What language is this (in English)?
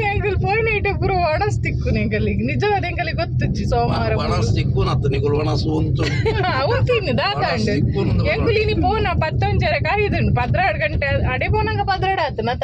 Tulu